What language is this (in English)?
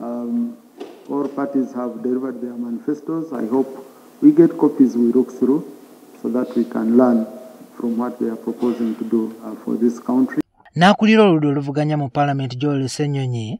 Ganda